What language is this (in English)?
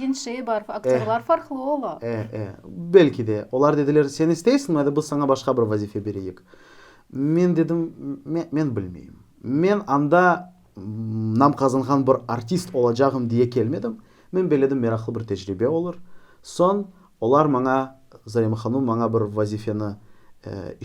Crimean Tatar